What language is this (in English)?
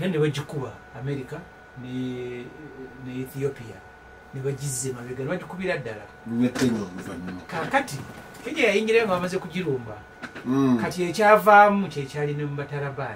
Ganda